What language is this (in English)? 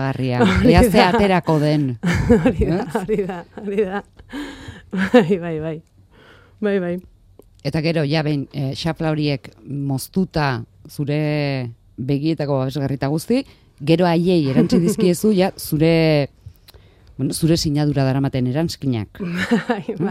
Basque